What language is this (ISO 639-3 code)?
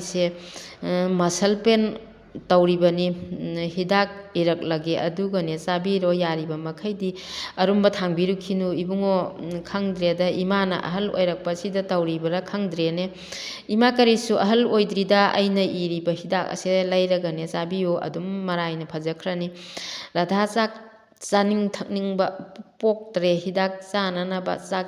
mni